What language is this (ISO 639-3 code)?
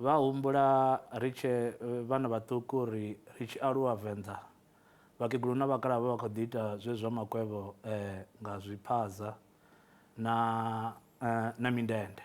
ven